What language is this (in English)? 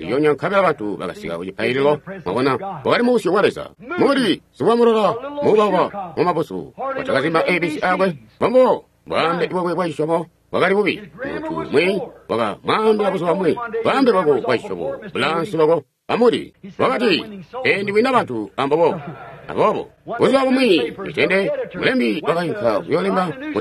Tonga (Zambia)